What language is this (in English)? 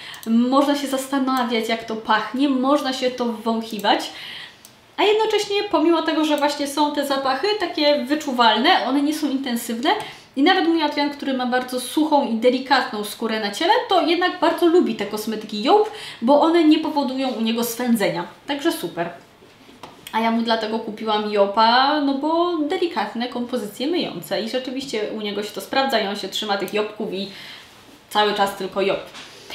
Polish